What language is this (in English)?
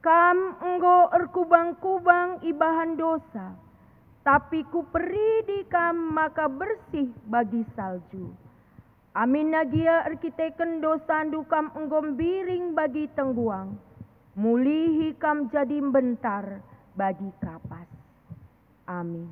Batak Karo